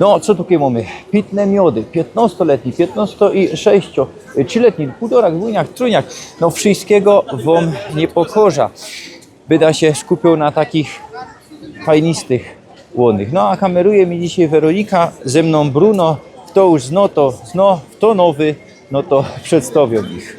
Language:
Silesian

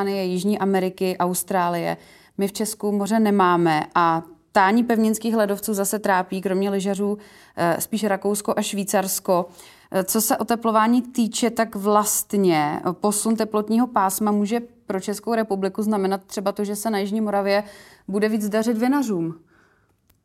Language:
Czech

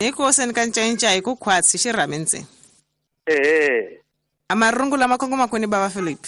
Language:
Tsonga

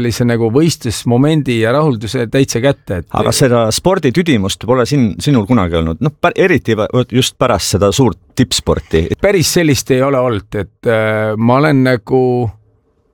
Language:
Estonian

